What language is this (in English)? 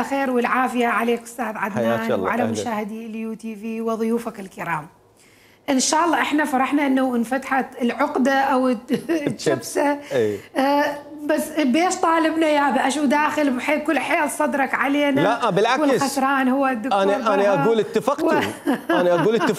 Mesopotamian Arabic